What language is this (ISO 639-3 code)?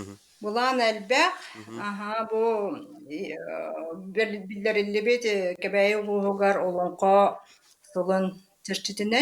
sah